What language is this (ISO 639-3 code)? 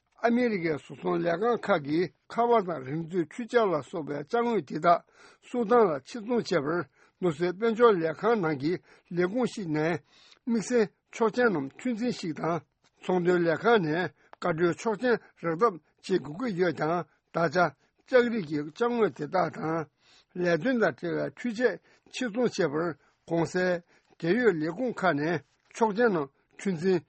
bod